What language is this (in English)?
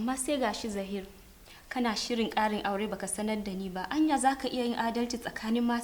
Hausa